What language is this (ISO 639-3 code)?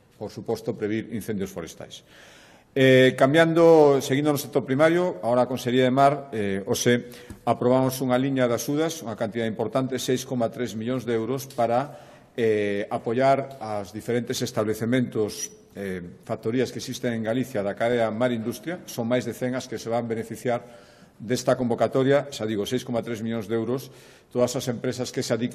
glg